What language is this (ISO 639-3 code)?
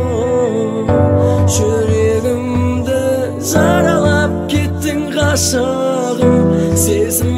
kaz